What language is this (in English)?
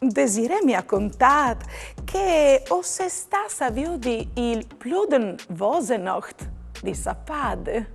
Friulian